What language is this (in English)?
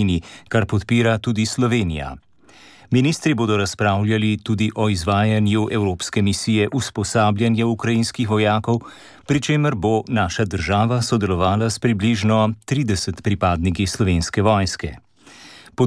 Slovenian